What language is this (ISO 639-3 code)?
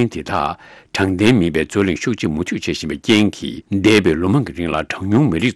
bod